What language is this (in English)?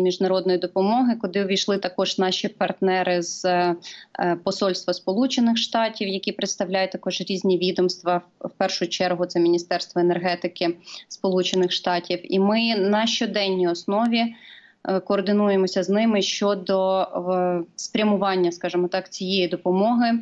Ukrainian